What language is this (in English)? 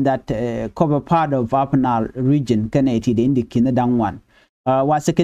Nuer